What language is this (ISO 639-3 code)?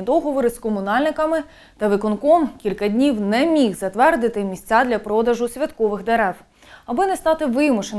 ukr